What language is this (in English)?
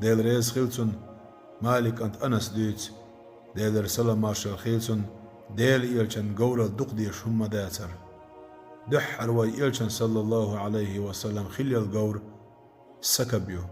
Chechen